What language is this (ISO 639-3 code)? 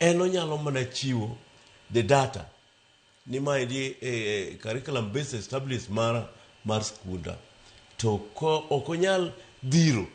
luo